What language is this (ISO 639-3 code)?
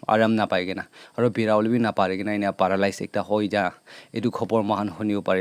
nag